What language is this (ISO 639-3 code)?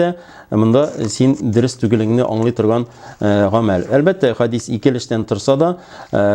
tat